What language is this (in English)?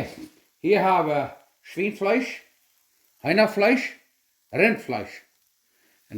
Plautdietsch